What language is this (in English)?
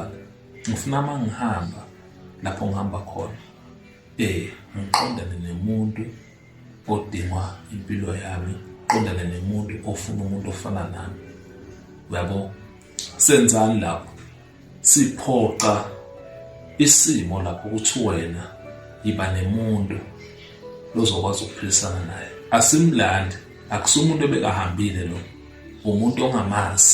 Zulu